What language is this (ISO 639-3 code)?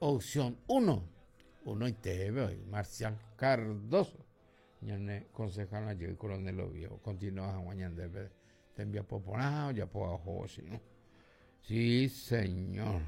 grn